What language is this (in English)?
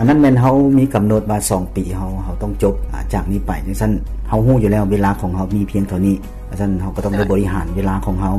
Lao